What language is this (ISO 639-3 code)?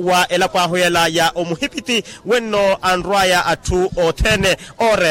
vmw